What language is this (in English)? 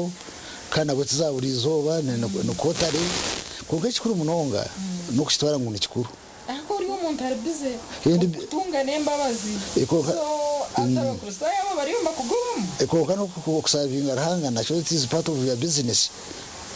Nyankole